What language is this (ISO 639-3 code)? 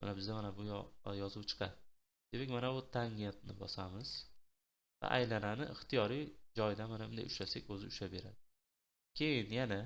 uzb